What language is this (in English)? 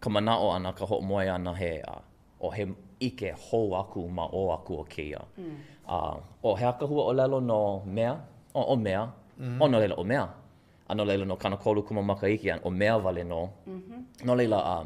Hawaiian